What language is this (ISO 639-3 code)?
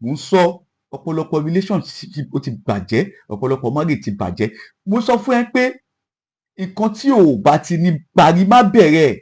yor